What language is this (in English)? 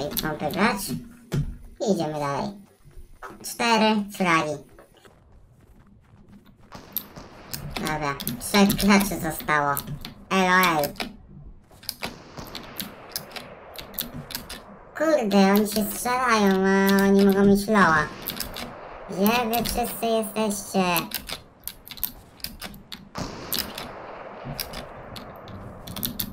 Polish